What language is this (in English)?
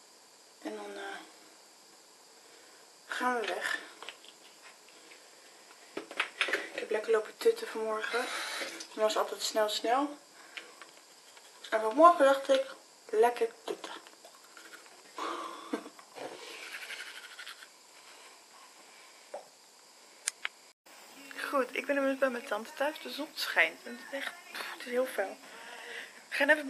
Dutch